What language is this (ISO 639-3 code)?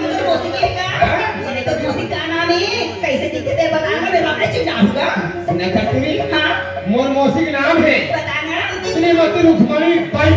hne